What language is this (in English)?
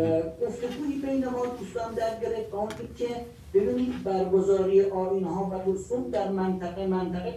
Persian